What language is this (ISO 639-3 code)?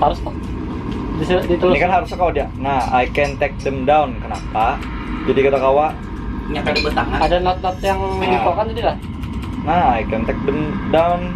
bjn